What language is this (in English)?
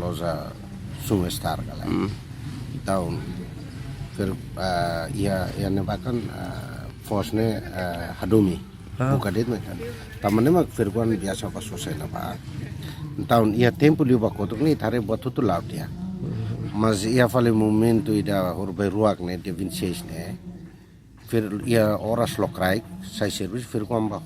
Tetum